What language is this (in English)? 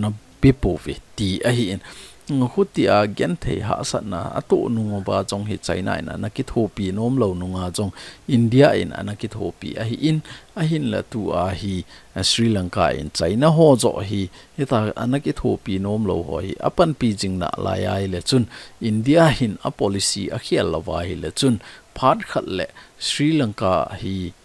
Thado Chin